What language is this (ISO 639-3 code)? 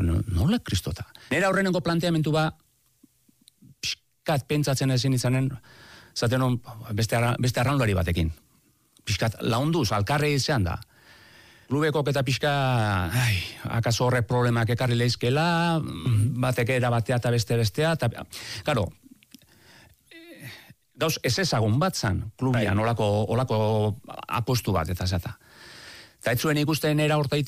eus